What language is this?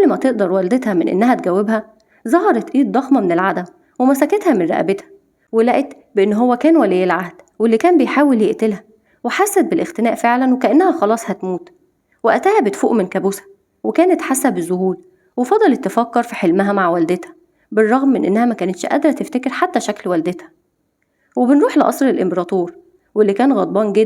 Egyptian Arabic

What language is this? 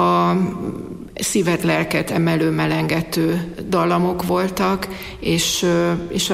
Hungarian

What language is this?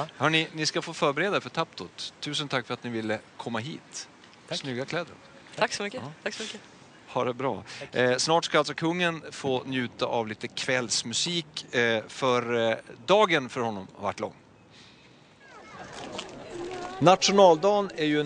Swedish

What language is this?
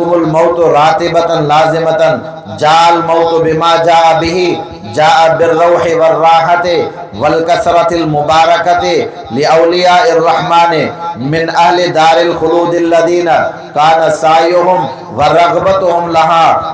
Sindhi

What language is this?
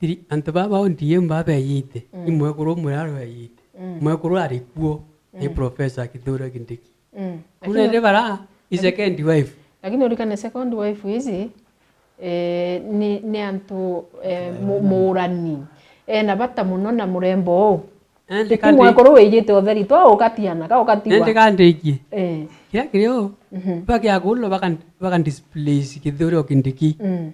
Meru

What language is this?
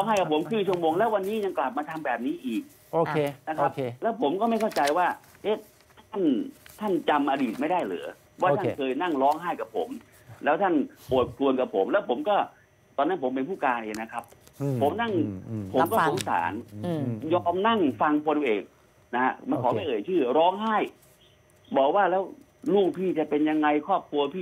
Thai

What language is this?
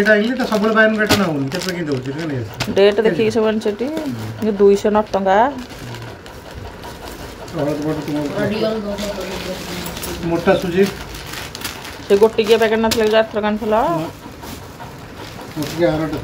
Odia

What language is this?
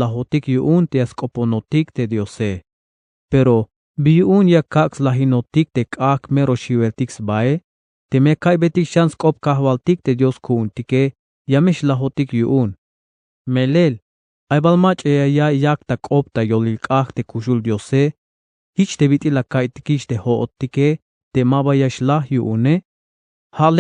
Tzeltal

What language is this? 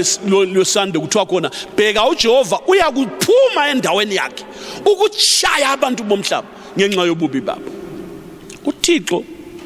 North Ndebele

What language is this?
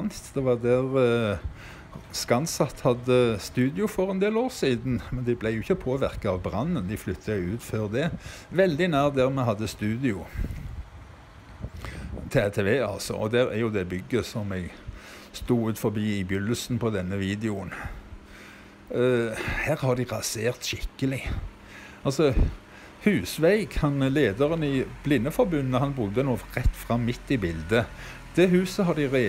Norwegian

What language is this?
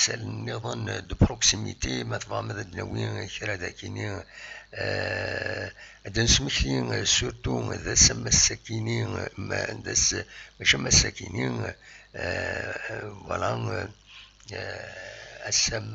Kabyle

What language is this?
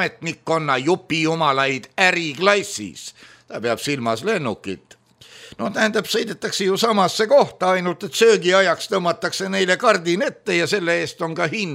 Estonian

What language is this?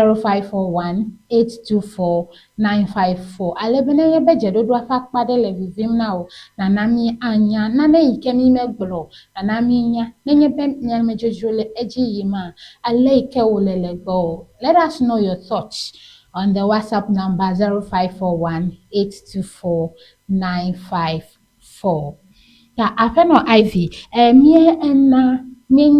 Ewe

